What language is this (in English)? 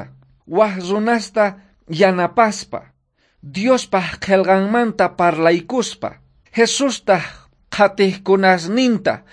South Bolivian Quechua